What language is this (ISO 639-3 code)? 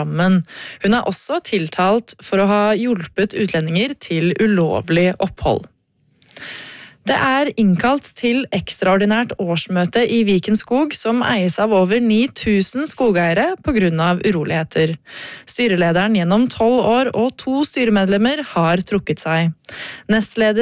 nor